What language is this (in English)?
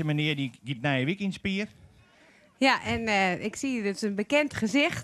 Western Frisian